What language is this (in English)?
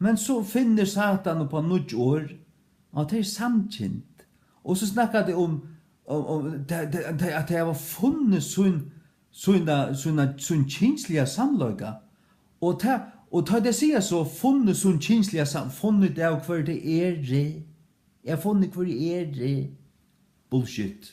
Faroese